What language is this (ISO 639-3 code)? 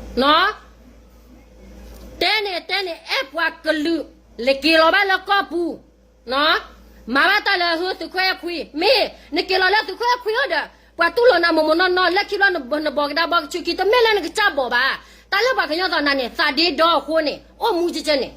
ksw